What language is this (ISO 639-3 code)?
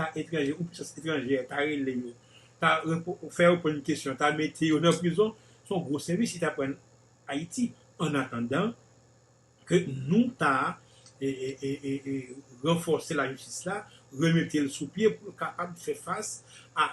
hat